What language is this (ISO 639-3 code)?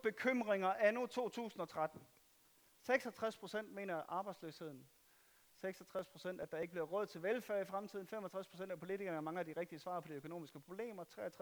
dan